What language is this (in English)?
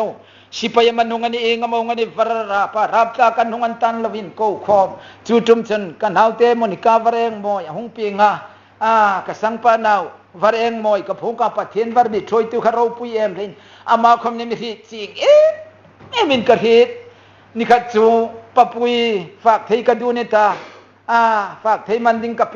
Hmar